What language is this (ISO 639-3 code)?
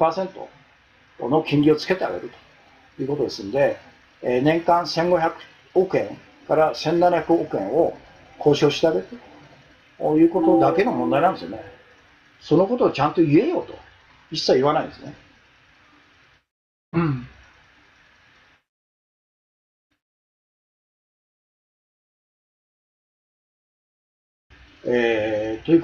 jpn